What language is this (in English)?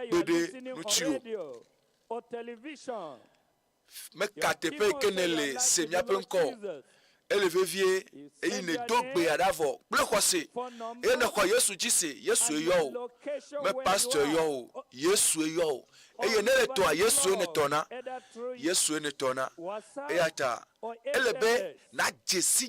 Ewe